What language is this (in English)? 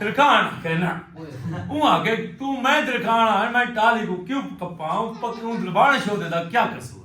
Saraiki